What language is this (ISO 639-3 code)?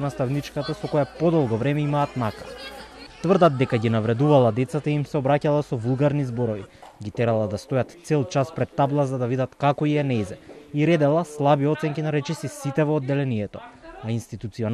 mkd